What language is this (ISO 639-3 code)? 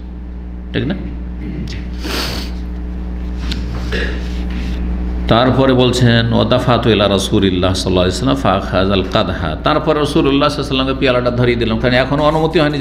ben